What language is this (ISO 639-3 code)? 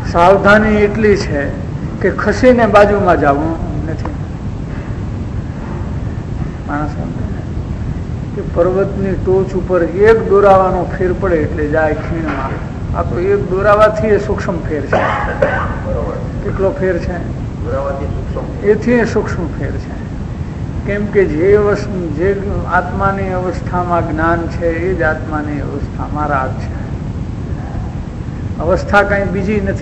guj